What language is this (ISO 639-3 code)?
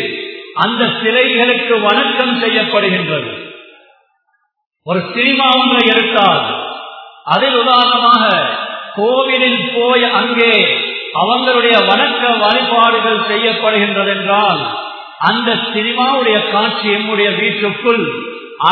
tam